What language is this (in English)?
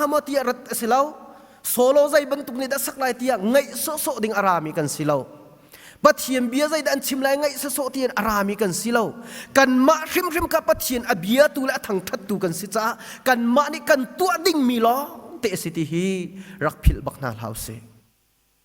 Hakha Chin